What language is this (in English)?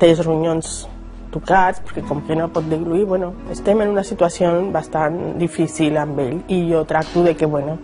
Catalan